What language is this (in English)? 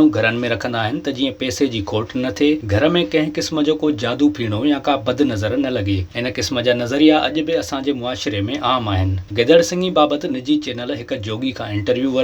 Sindhi